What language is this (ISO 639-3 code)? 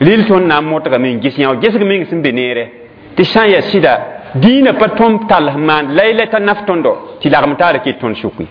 mos